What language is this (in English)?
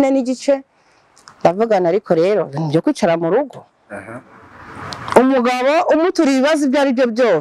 Kinyarwanda